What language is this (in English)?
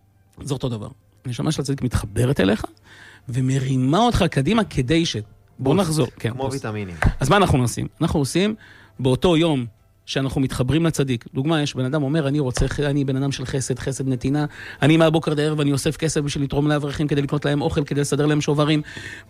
Hebrew